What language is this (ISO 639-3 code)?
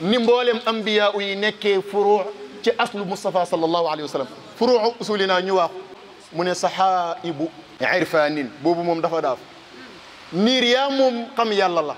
wol